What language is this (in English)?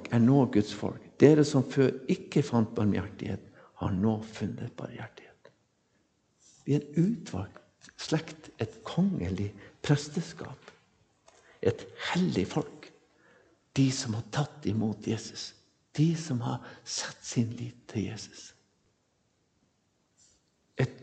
Norwegian